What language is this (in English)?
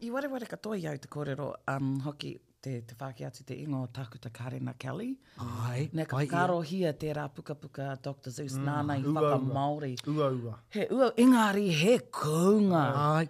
Māori